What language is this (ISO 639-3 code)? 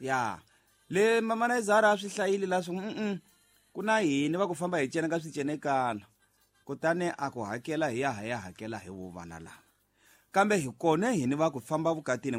tso